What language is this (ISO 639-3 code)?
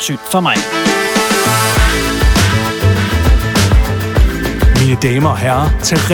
dan